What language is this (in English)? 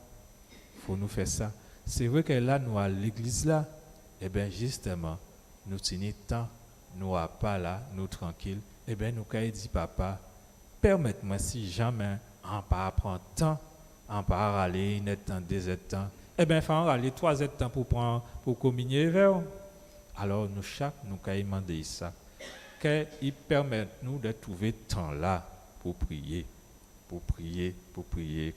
Guadeloupean Creole French